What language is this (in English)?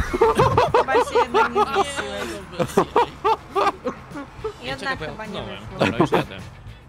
Polish